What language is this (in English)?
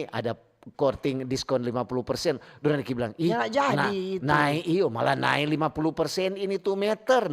Manado Malay